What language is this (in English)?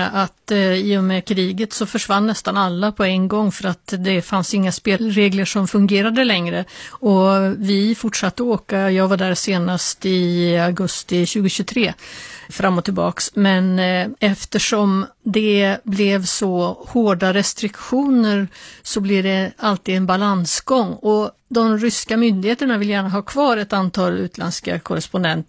Swedish